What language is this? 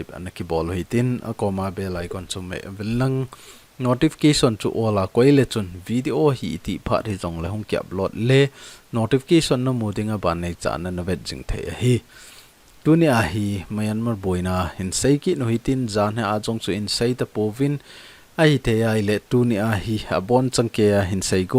Thado Chin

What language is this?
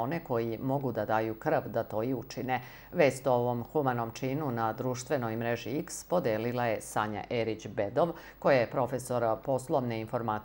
Serbian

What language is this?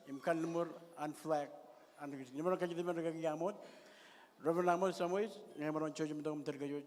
Marshallese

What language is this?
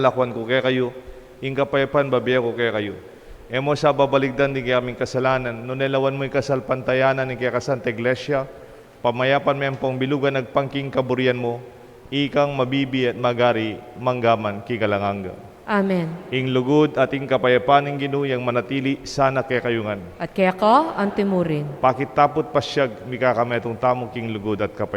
Pampanga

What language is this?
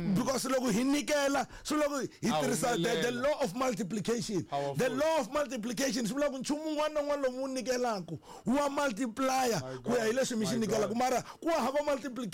Tsonga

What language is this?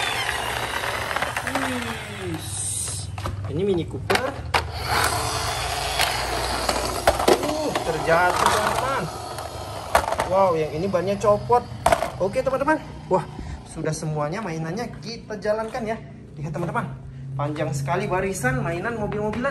Indonesian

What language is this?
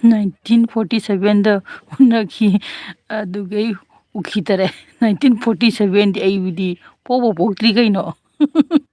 Manipuri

